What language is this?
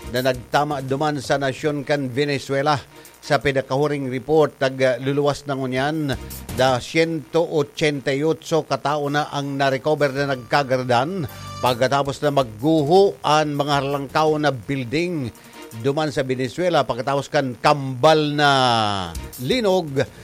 Bikol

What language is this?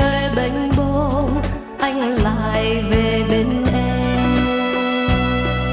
Vietnamese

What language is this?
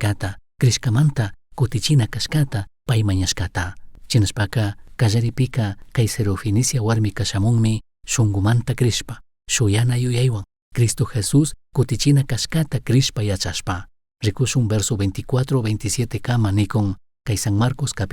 Chimborazo Highland Quichua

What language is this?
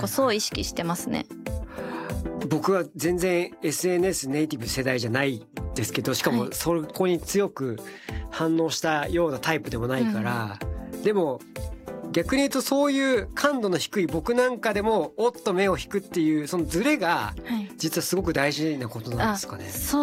Japanese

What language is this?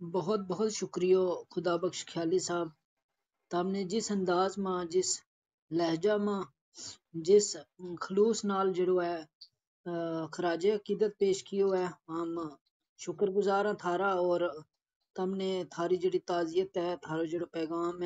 Gujari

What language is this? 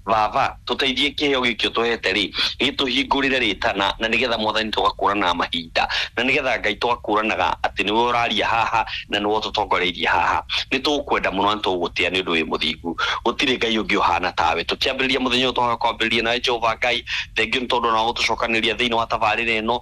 Kikuyu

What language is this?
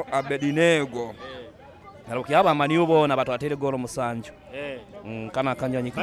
Nyoro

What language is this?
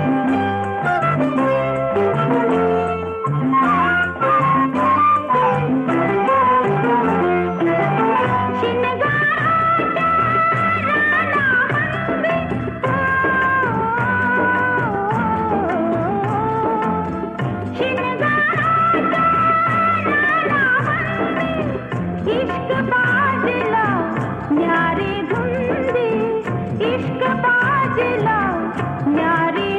Marathi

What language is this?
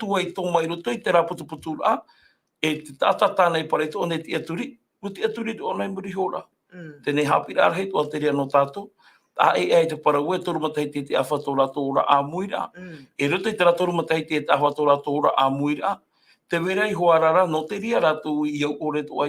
Tahitian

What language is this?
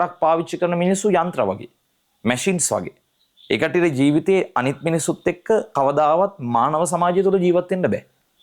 Sinhala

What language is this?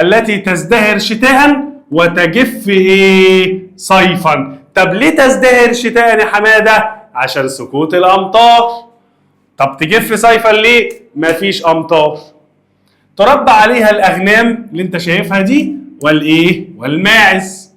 Egyptian Arabic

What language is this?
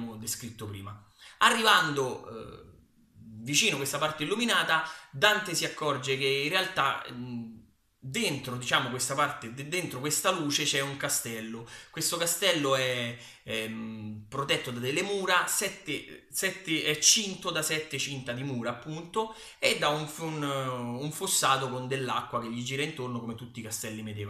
Italian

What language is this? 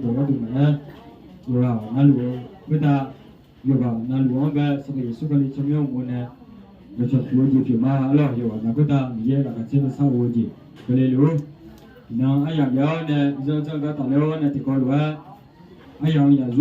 Akha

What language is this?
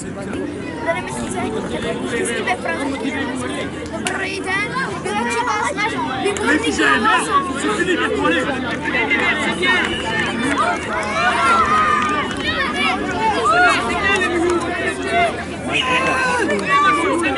Czech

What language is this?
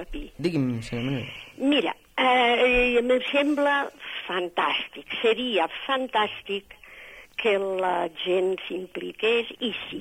Catalan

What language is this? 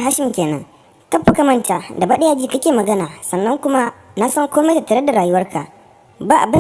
Hausa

